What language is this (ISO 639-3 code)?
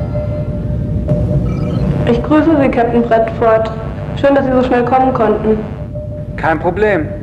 deu